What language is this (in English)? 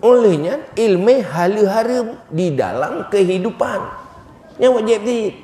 Achinese